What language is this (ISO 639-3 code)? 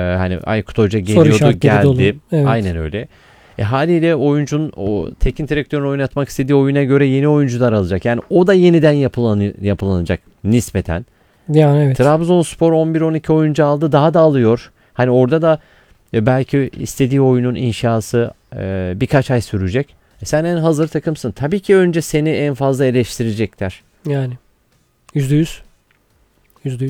tur